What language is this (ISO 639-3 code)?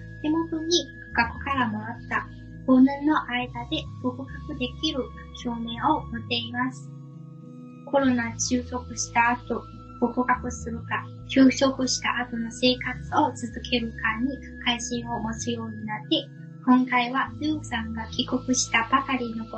jpn